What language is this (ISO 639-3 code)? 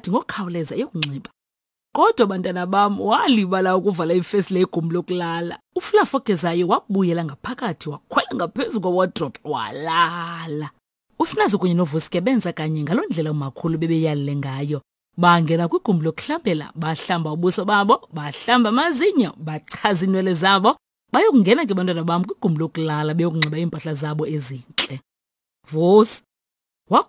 xho